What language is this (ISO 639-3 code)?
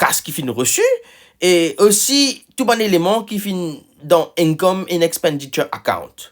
mfe